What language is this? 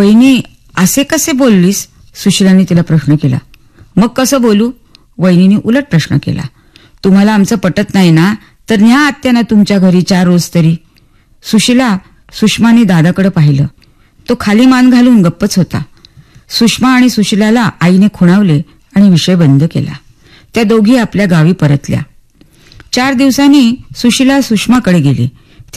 Marathi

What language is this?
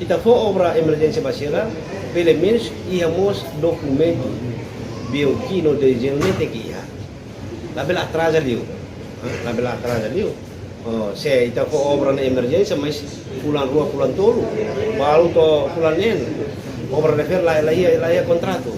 Tetum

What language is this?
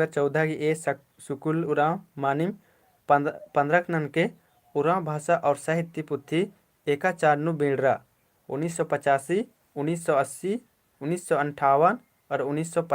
Kurukh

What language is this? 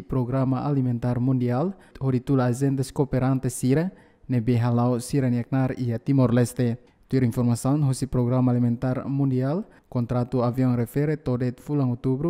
Tetum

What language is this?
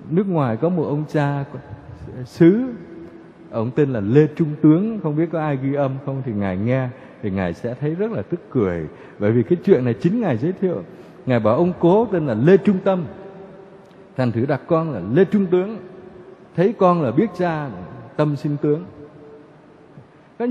Vietnamese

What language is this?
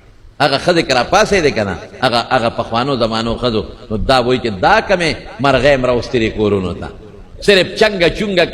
Pashto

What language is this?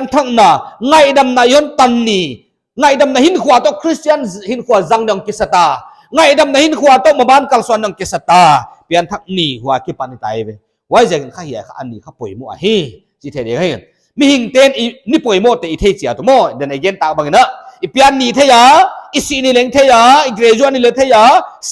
Paite Chin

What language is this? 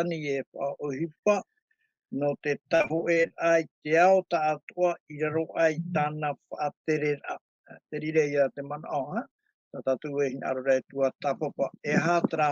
Tahitian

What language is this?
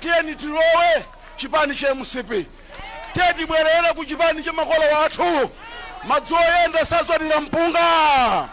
Nyanja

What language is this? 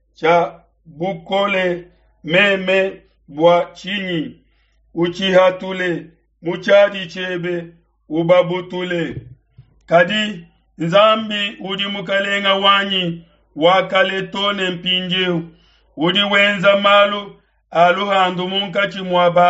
Luba-Lulua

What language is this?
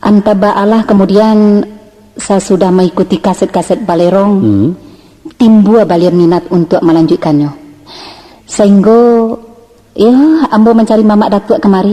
Minangkabau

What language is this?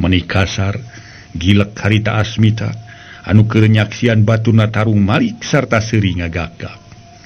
Sundanese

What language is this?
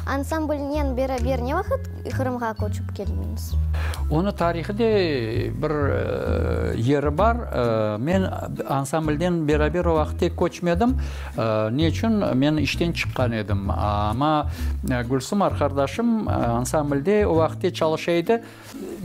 Crimean Tatar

